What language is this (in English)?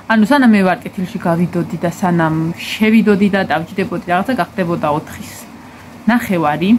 Georgian